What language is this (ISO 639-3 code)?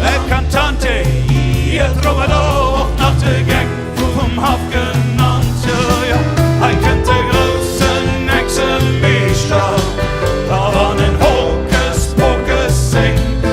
ltz